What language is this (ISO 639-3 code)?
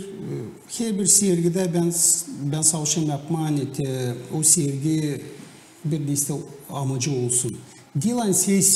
gag